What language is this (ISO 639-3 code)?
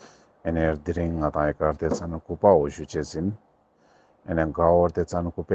lbj